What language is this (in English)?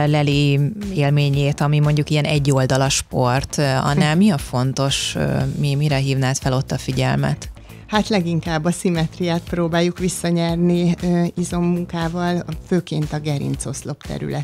Hungarian